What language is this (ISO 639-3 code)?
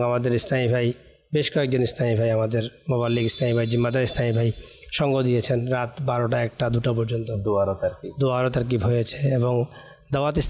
ben